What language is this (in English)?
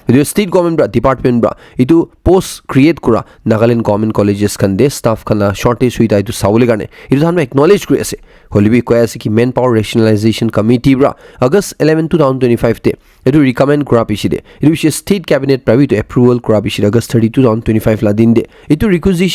Naga Pidgin